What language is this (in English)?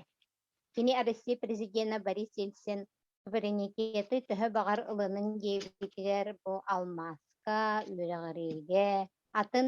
Yakut